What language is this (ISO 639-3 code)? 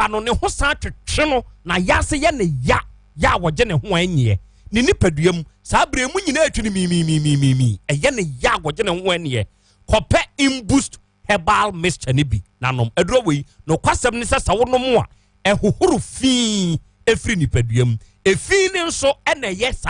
aka